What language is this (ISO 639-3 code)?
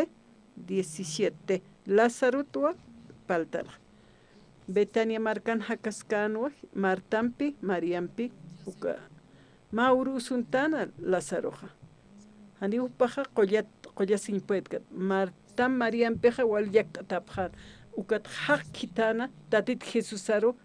aym